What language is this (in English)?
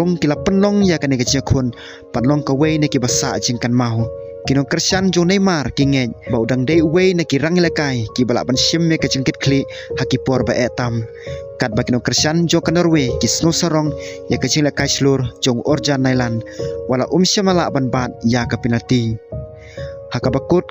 Khasi